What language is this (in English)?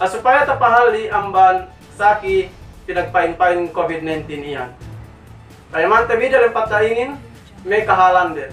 Yakan